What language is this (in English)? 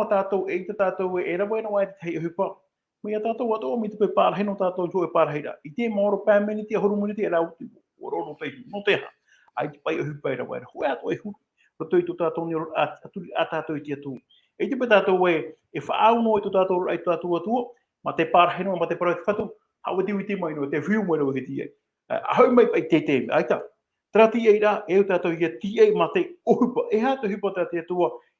Tahitian